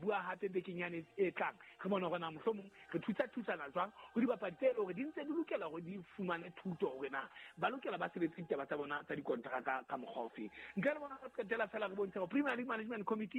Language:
Southern Sotho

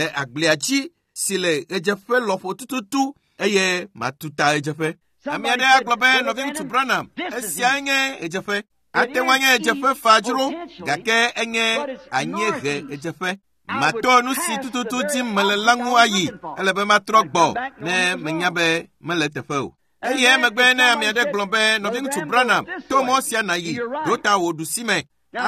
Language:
Ewe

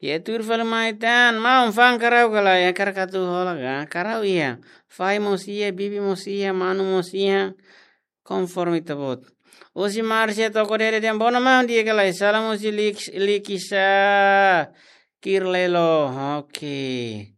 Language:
Tetum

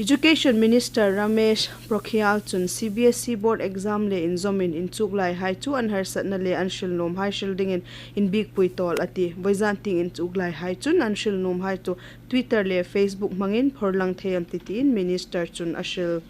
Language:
Hmar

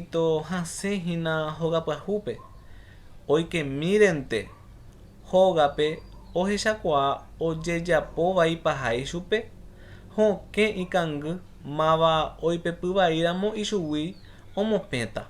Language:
Guarani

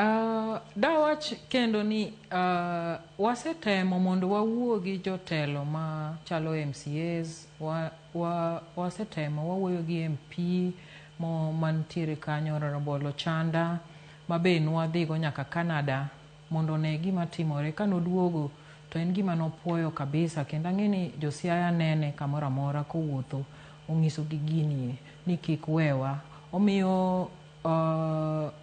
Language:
Luo (Kenya and Tanzania)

